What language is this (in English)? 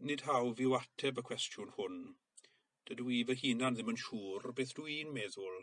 Welsh